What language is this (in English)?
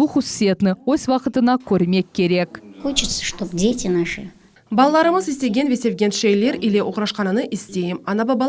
Crimean Tatar